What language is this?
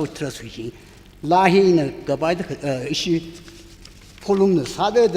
Tangkhul Naga (India)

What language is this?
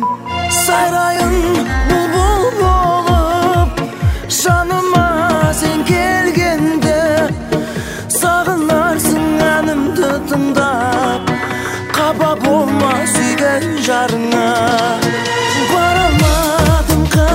Kazakh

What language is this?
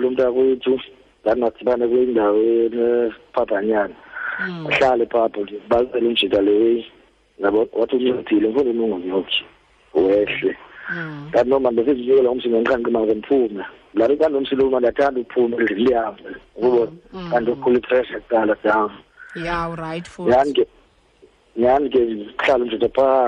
Xhosa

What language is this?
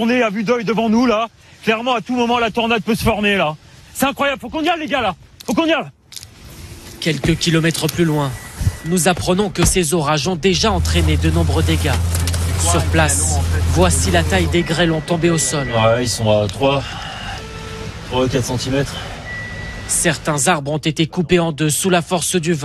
French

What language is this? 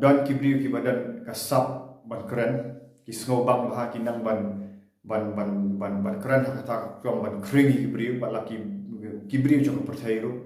Khasi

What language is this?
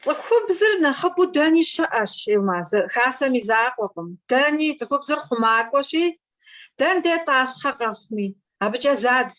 Kabardian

